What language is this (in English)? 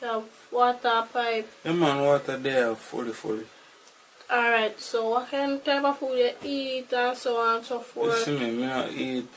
Jamaican Creole English